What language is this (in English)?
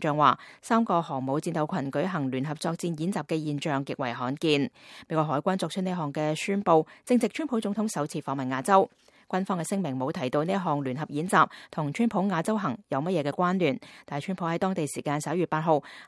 Cantonese